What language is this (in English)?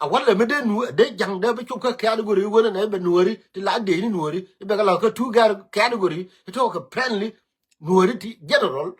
Nuer